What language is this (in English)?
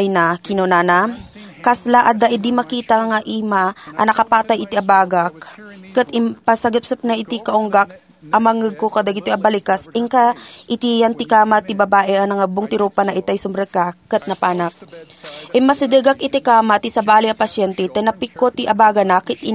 Iloko